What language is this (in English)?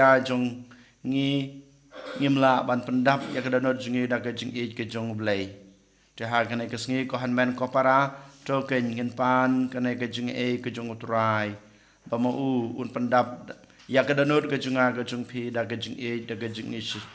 Khasi